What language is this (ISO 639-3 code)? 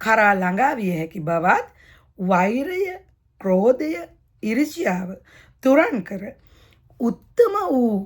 sin